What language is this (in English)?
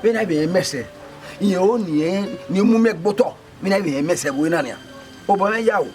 Bini